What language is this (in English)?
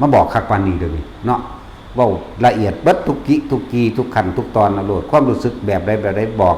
Northeastern Thai